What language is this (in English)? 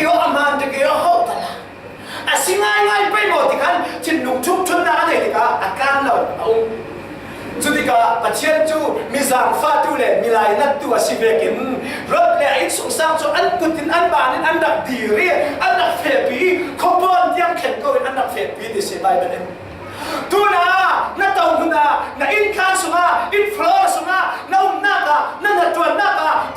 Falam Chin